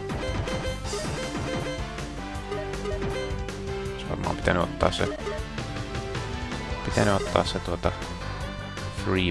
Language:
Finnish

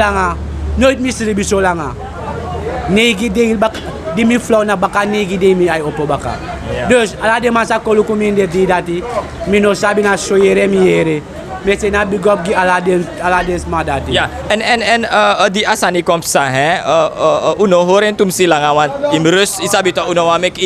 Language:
Sranan Tongo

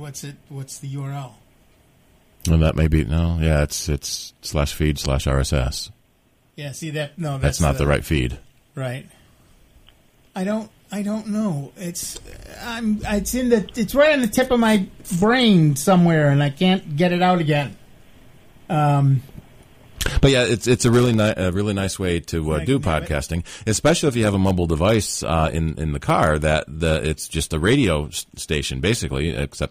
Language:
English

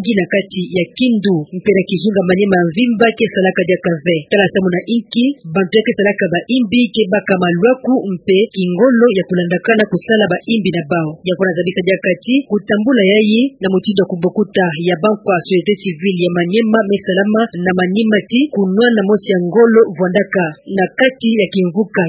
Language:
Kituba (Democratic Republic of Congo)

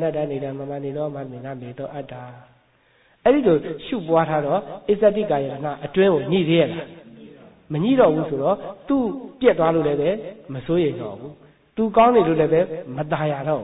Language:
Burmese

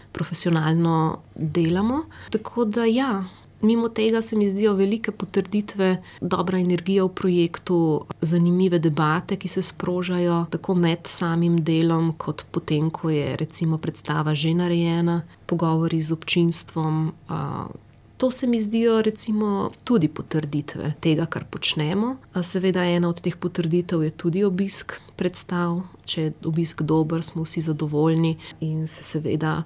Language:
Slovenian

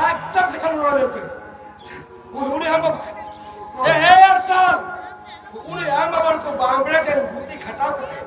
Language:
Santali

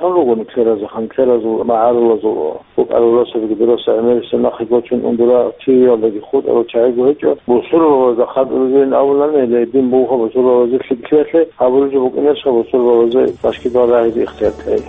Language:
Avaric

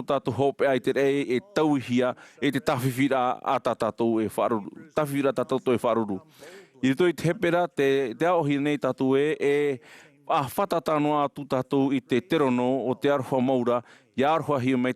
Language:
Tahitian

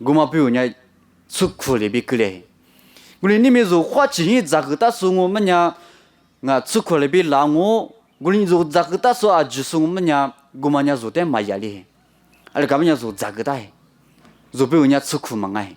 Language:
Lisu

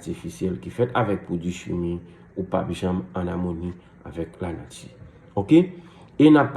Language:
Haitian Creole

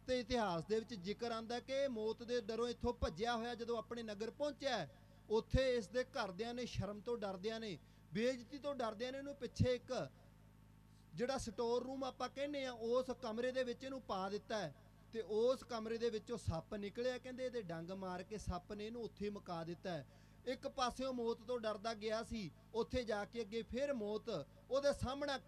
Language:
Punjabi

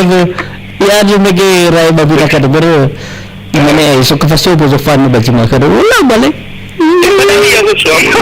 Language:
Nias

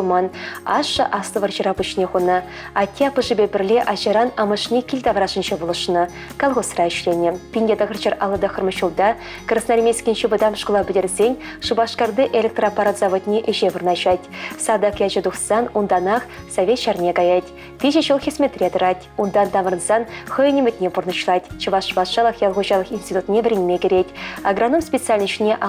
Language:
Chuvash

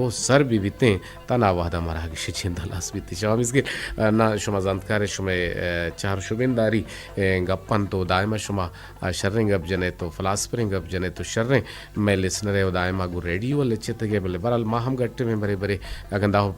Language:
Eastern Balochi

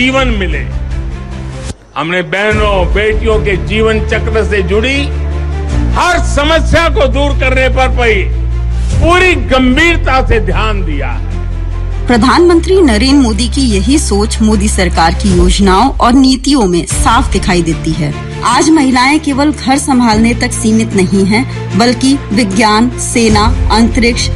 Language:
Hindi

